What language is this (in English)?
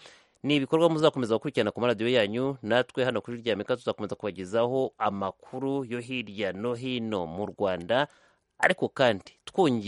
Kinyarwanda